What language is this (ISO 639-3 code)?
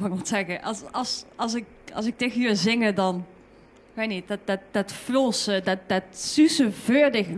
lim